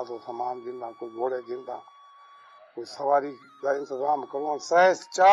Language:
Saraiki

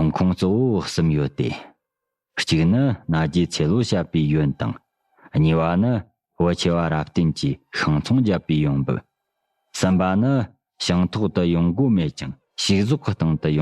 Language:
Tibetan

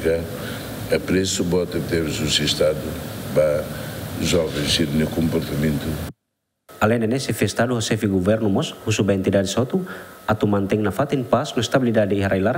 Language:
Tetum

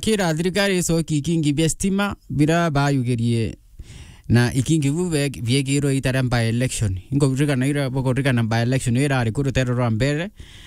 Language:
Meru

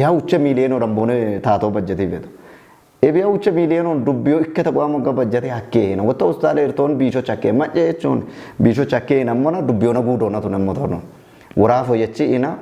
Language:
Kafa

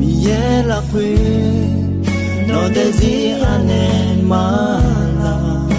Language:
Akha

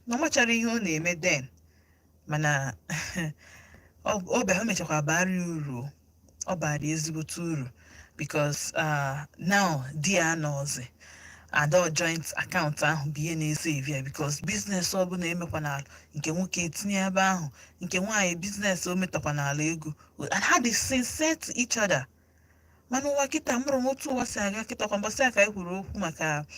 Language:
Igbo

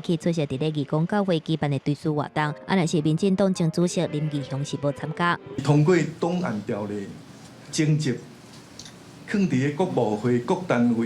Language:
Min Nan Chinese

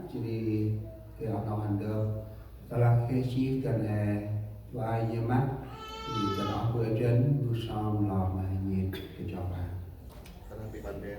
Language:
Central Mnong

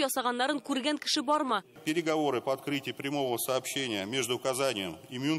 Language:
Tatar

